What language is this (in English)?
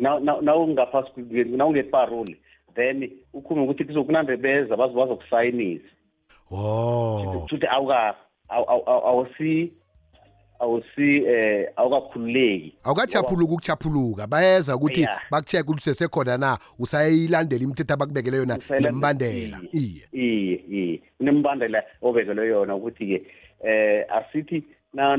South Ndebele